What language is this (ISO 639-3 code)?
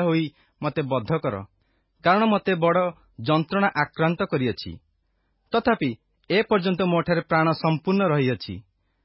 ori